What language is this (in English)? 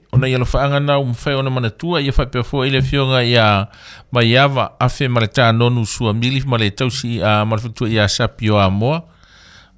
Samoan